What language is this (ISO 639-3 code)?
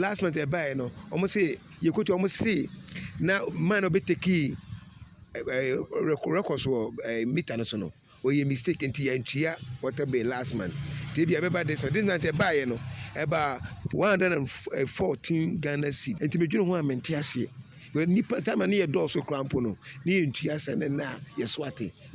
aka